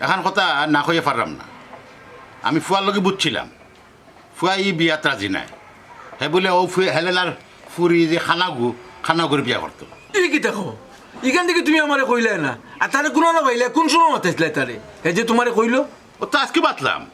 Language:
Sylheti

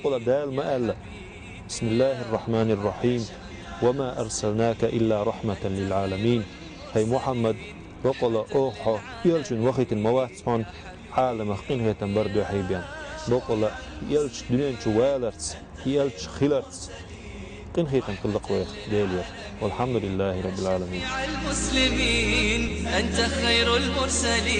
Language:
Chechen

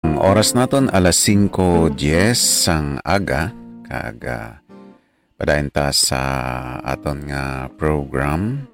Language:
Hiligaynon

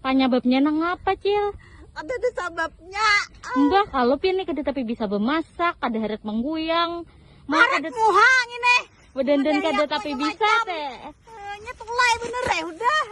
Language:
Banjar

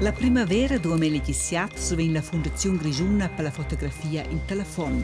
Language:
Romansh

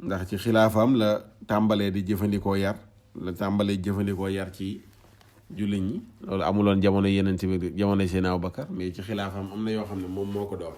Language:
Wolof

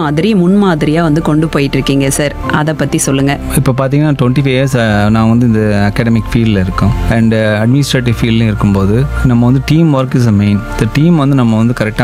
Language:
Tamil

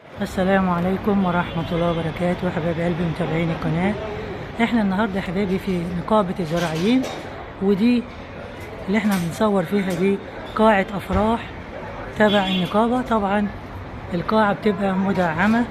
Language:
Egyptian Arabic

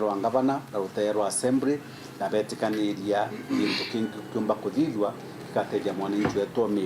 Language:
Meru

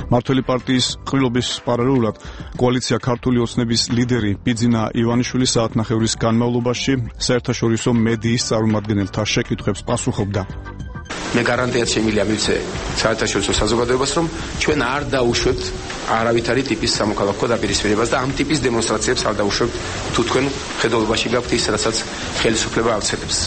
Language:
Georgian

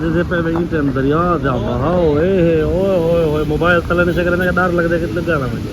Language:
Saraiki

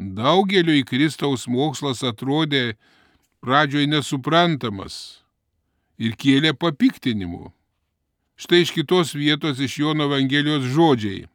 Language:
Lithuanian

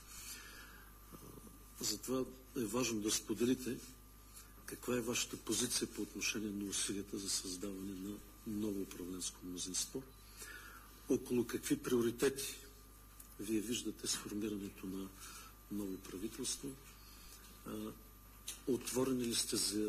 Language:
Bulgarian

